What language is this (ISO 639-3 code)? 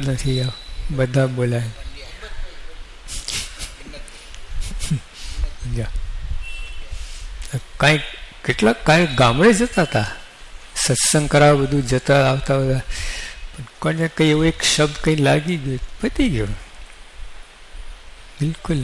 guj